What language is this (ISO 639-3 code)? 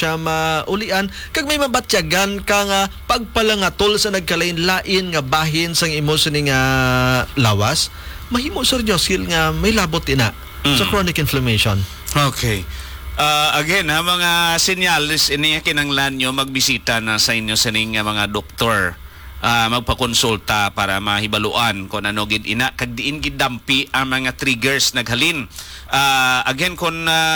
hil